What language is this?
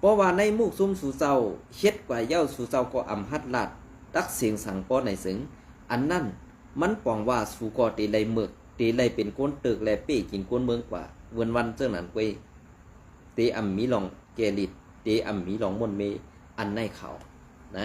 Shan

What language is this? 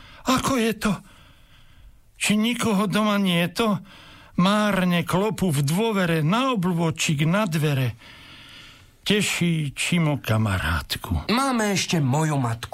Slovak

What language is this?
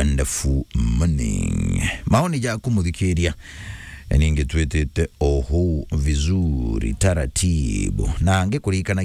Meru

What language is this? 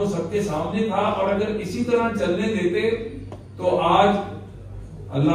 Urdu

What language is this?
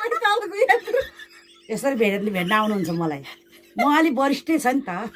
Nepali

